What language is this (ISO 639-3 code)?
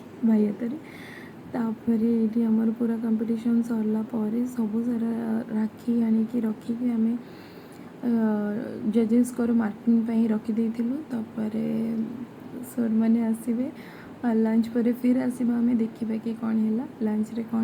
ori